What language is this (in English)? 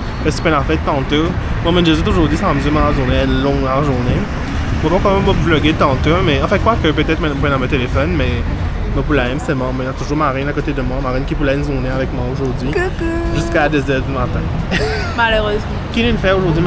Morisyen